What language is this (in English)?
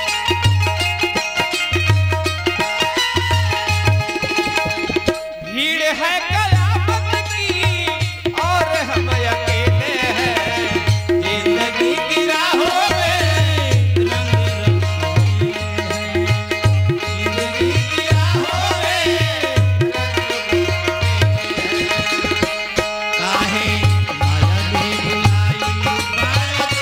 Bhojpuri